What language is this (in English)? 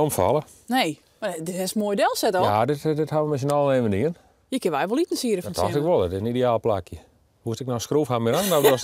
Western Frisian